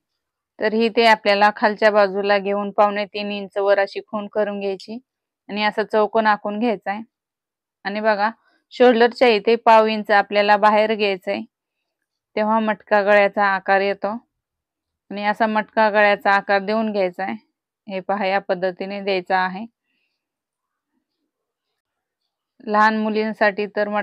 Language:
Marathi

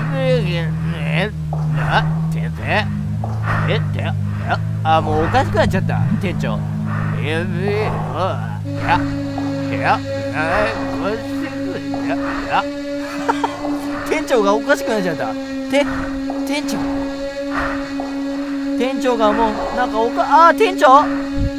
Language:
Japanese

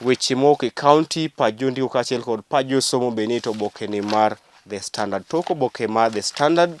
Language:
Luo (Kenya and Tanzania)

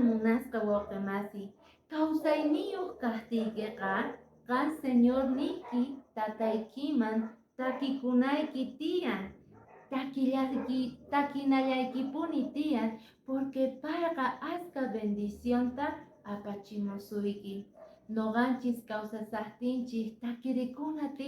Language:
Quechua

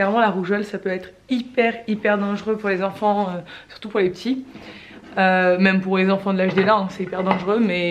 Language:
French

